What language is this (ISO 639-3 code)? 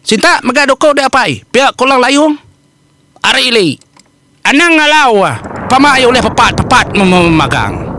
iba